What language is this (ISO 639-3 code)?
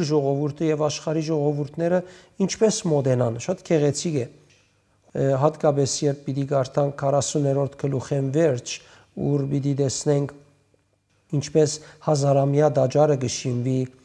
hyw